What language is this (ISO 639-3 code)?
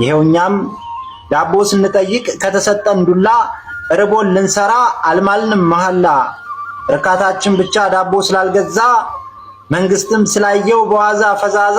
amh